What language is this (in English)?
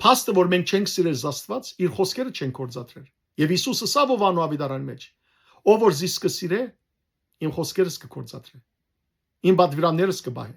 Western Armenian